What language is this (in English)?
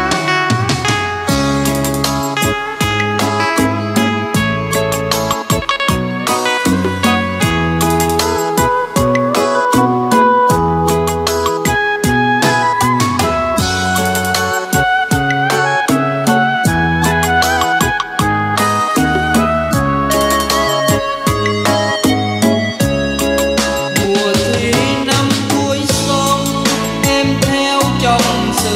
Vietnamese